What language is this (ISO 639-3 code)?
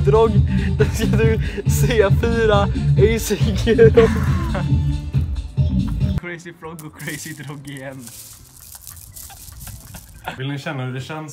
swe